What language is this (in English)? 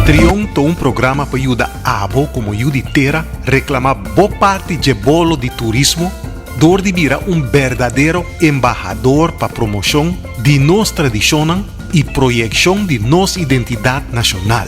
Papiamento